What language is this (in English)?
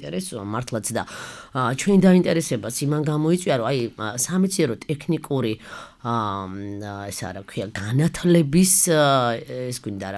Georgian